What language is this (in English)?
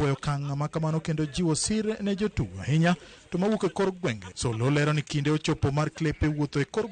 Luo (Kenya and Tanzania)